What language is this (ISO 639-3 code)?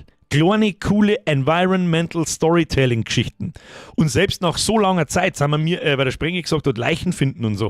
bar